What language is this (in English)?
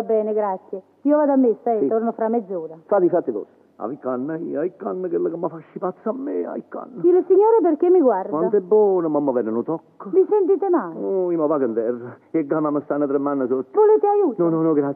Neapolitan